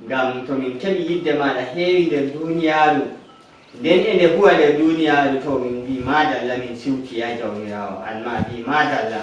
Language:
Nigerian Fulfulde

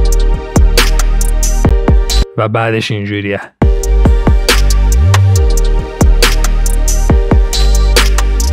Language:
Persian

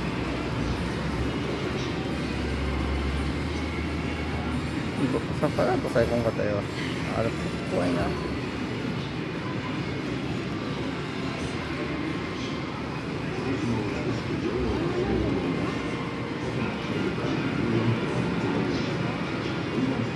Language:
Japanese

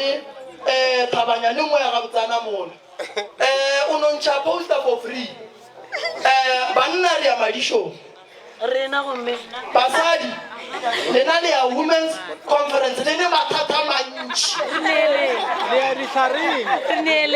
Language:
Northern Sotho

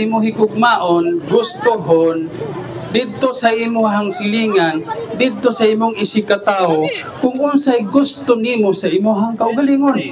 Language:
Cebuano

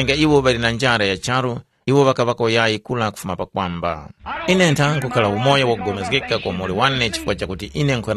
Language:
Tumbuka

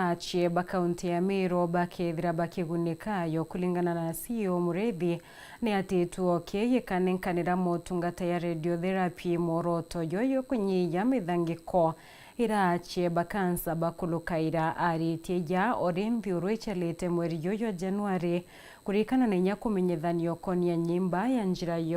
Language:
Meru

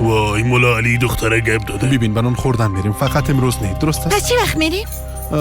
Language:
Persian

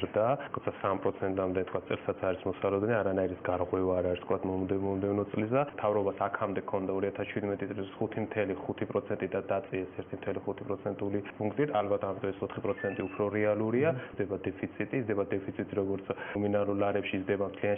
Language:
Georgian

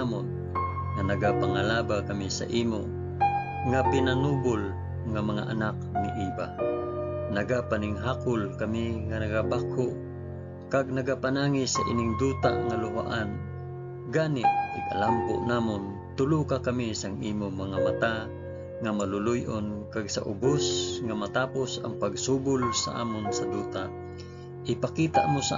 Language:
Hiligaynon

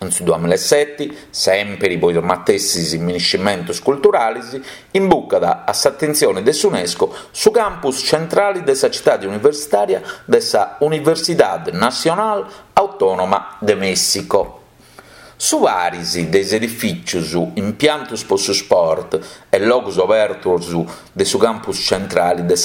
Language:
Sardinian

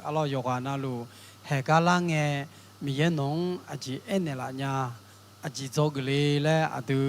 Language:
Akha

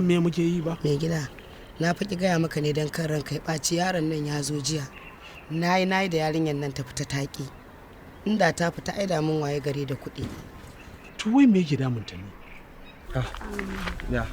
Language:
Hausa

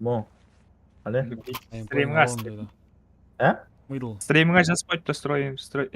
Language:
Kara-Kalpak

